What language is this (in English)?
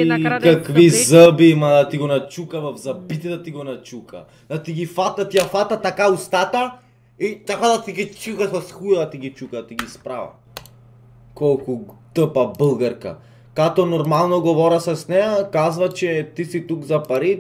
Bulgarian